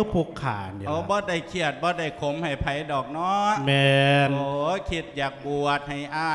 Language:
Lao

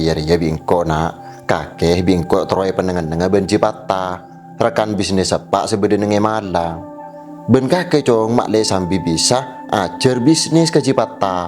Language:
Madurese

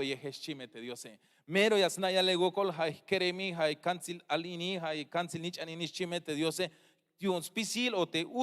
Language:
Tzeltal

